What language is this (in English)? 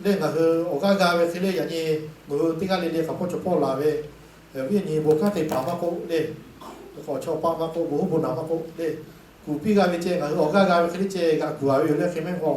Lahu